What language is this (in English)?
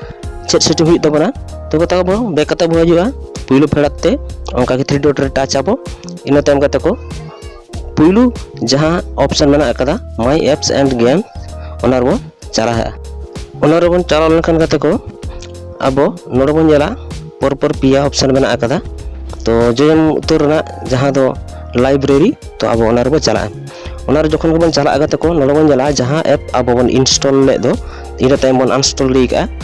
Santali